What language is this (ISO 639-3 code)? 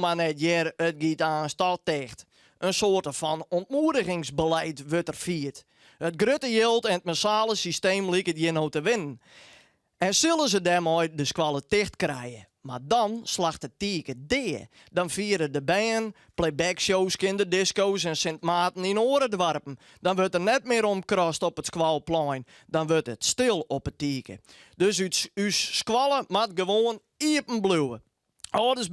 fry